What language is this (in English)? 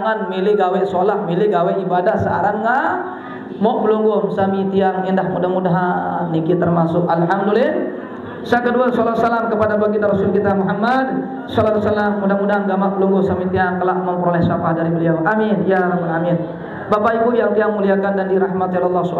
Sasak